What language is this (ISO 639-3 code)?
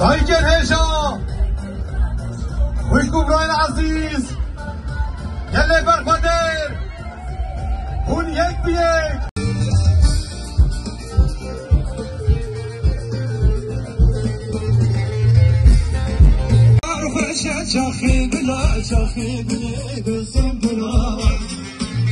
tur